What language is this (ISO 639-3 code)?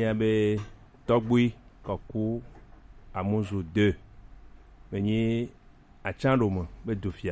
gej